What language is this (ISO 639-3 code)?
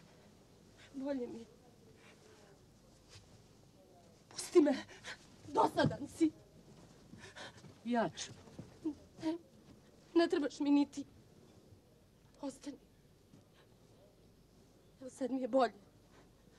hrv